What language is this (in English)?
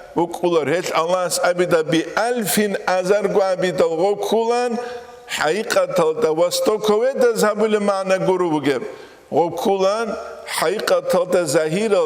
Avaric